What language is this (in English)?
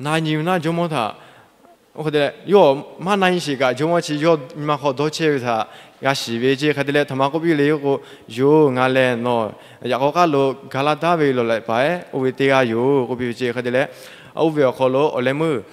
Lahu